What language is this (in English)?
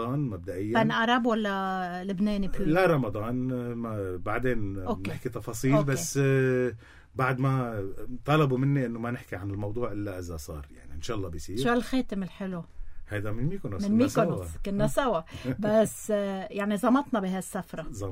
North Levantine Arabic